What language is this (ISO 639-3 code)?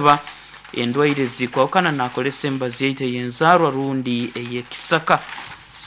nyo